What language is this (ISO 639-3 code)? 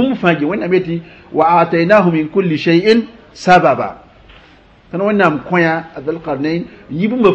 mos